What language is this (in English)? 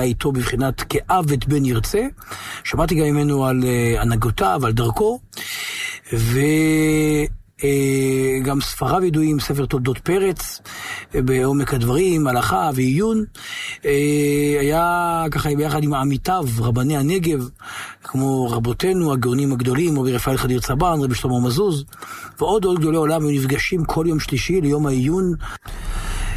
Hebrew